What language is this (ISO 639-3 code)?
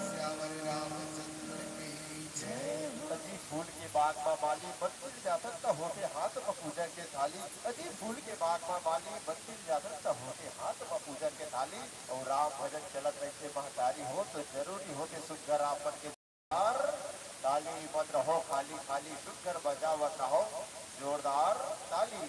hne